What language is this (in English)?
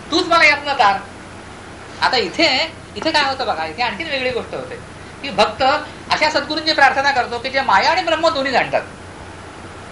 Marathi